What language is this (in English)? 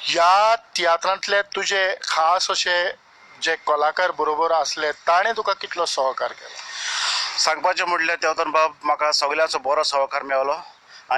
Konkani